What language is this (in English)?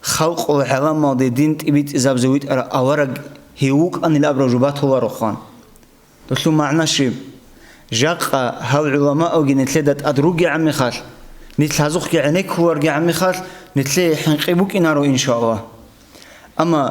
Avaric